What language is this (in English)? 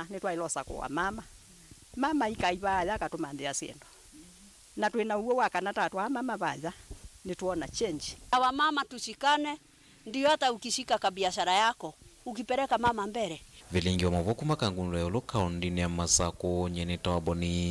Kamba